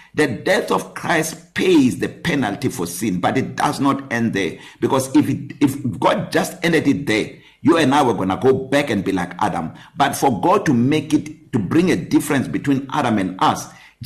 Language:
English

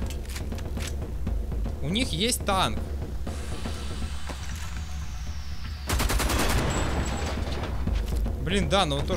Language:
Russian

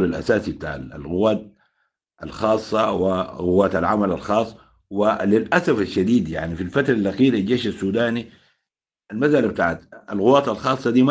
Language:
Sudanese Arabic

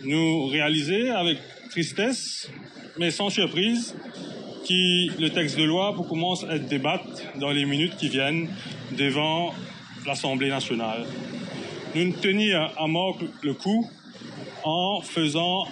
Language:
Morisyen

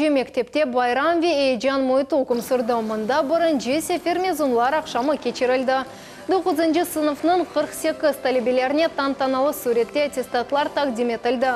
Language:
Crimean Tatar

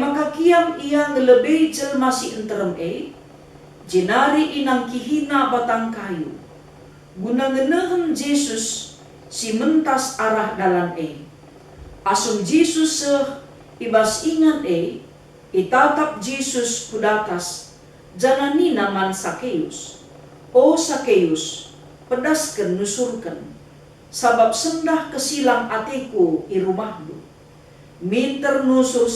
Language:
Batak Karo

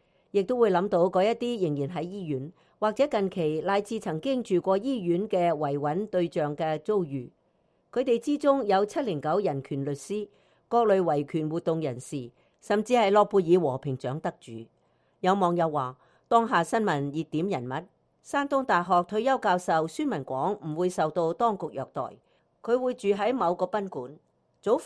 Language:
Cantonese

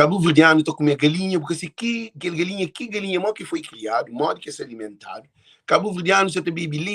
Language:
Kabuverdianu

